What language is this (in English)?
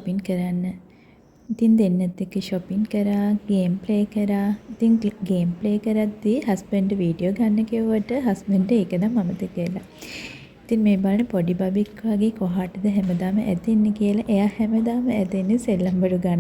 Sinhala